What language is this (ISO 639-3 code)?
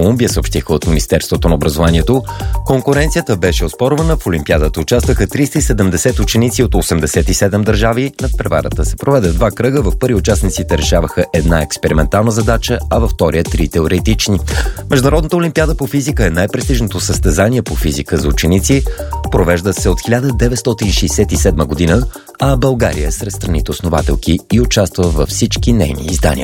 bul